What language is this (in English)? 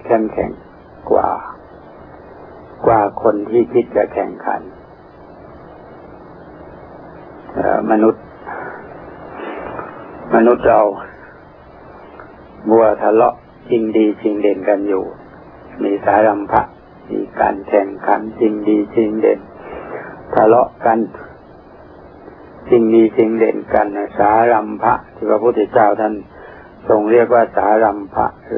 Thai